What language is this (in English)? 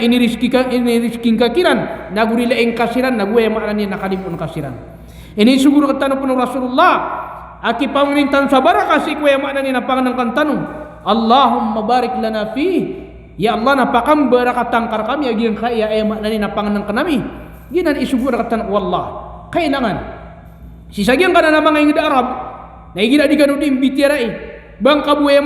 Maranao